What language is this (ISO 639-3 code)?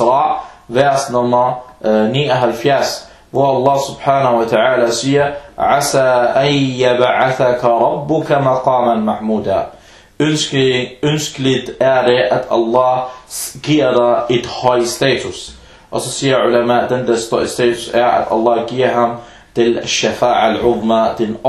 dan